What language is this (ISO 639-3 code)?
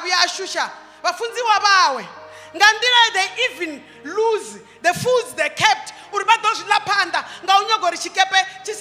ven